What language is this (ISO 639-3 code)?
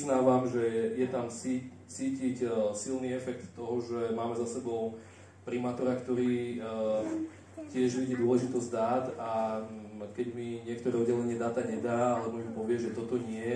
slk